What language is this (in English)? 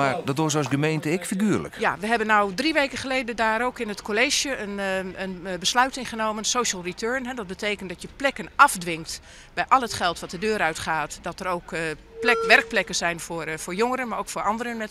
Western Frisian